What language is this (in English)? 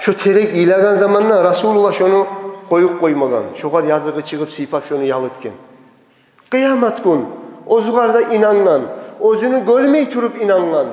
Kumyk